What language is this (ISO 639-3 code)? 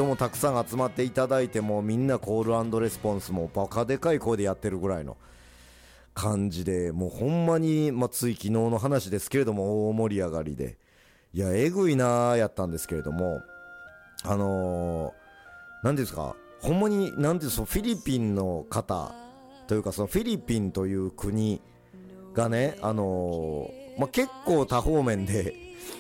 jpn